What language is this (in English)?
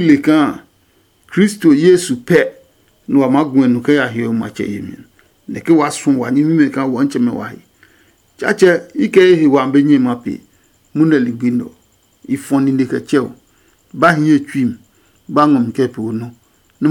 Adangme